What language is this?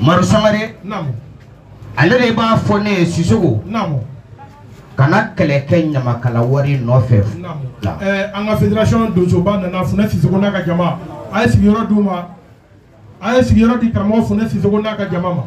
Bambara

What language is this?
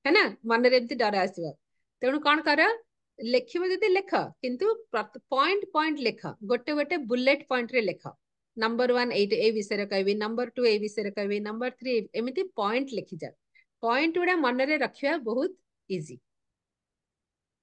Odia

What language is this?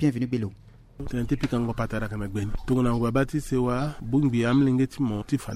Sango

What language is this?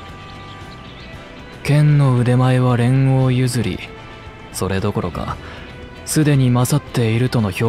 Japanese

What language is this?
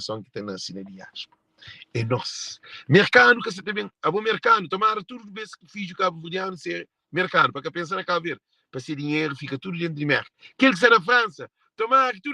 Kabuverdianu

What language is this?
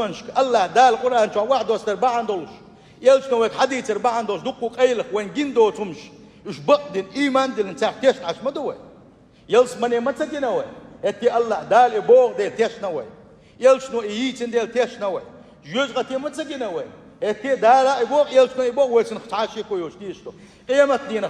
Chechen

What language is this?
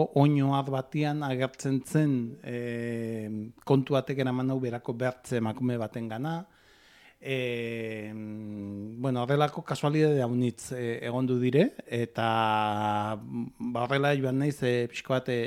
Basque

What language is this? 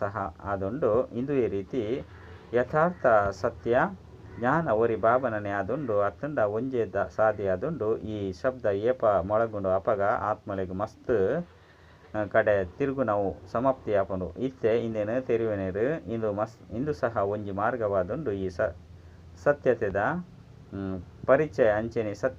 Tulu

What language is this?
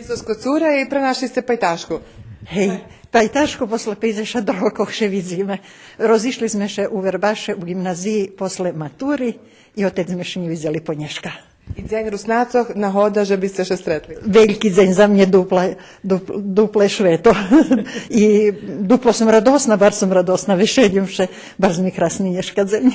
Rusyn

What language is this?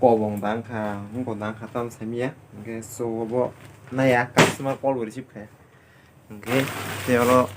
Kok Borok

